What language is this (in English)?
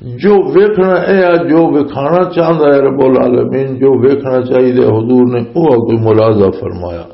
Western Panjabi